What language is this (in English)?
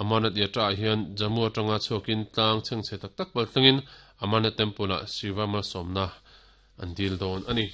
Mizo